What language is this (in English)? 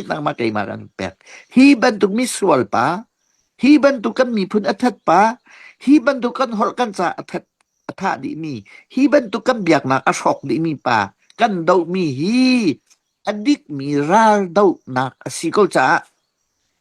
Hakha Chin